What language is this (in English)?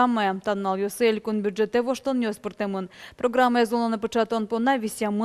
Udmurt